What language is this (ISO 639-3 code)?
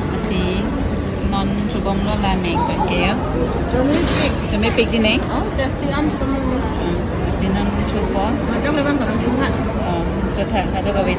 mjw